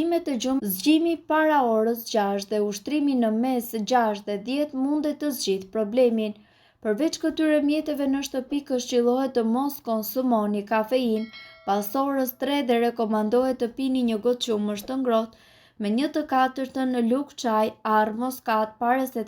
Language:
Albanian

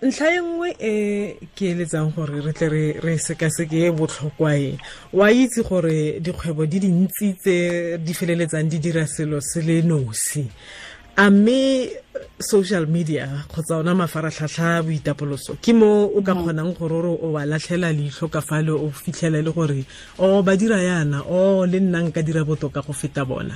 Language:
Tswana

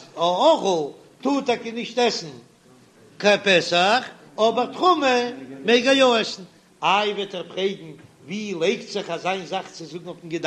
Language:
Yiddish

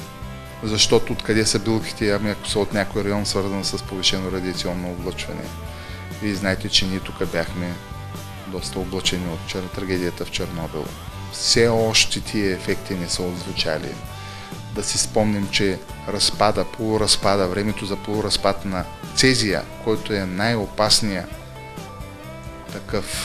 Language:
Bulgarian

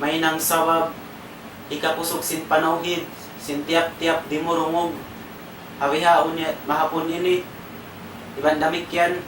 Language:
Tausug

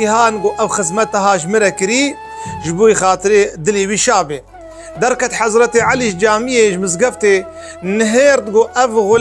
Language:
Kurdish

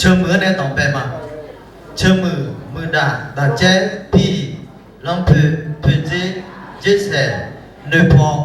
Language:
Akha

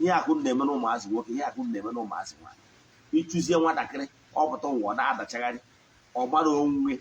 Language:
Igbo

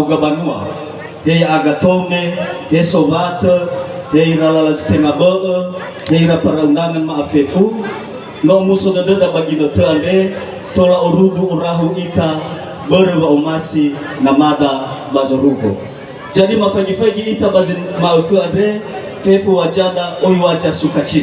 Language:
Nias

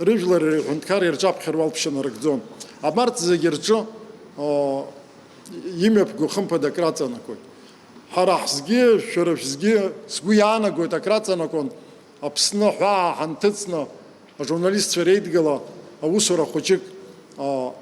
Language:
Abkhazian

